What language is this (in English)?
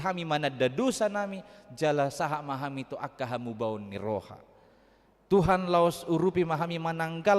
Batak Toba